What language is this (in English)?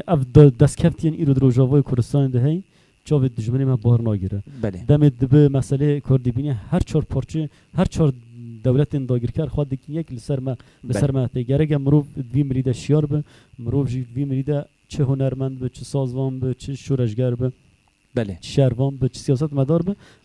Kurdish